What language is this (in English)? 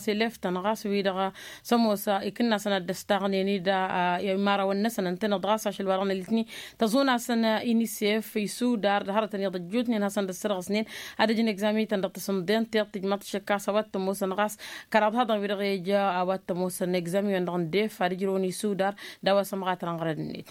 Tamasheq